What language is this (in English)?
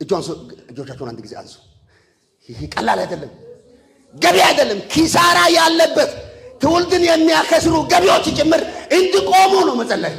Amharic